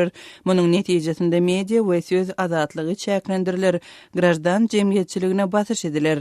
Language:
Turkmen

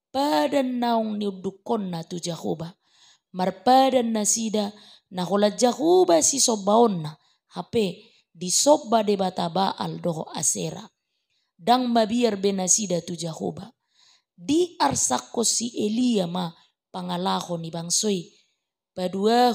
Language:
Batak Toba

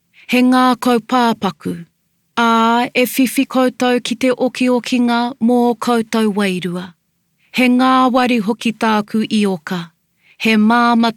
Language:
Māori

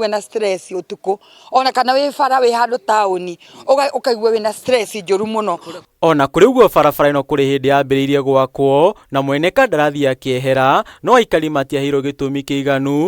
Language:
Kikuyu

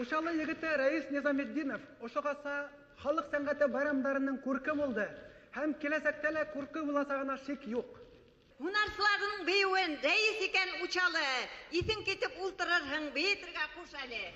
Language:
Bashkir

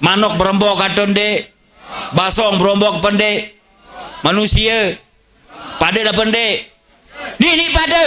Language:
Sasak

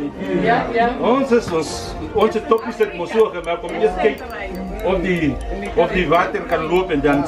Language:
Afrikaans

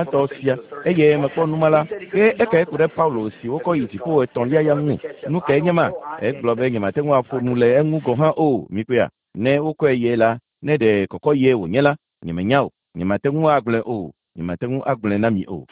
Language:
Ewe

